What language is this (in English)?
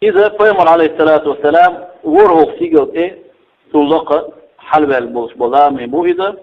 Chechen